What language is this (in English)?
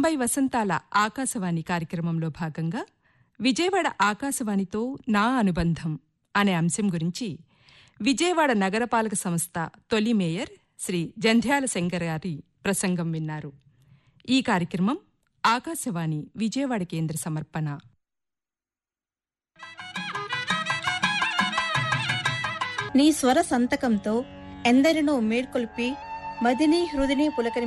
Telugu